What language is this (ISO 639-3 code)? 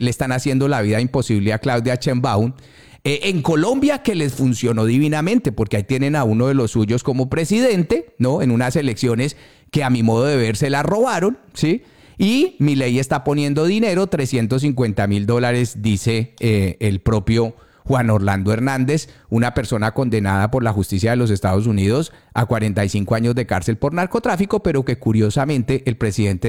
spa